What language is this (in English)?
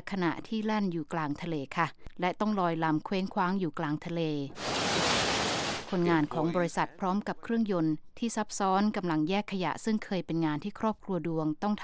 Thai